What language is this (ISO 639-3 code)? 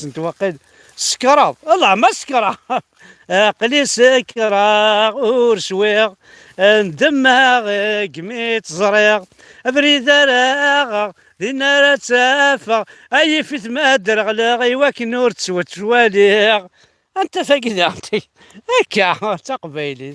kab